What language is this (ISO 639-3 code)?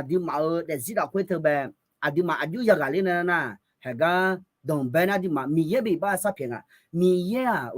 ahk